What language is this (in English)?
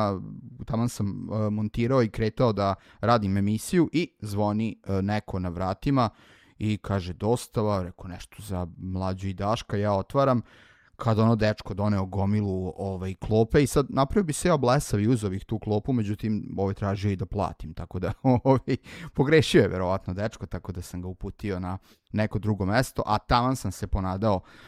Serbian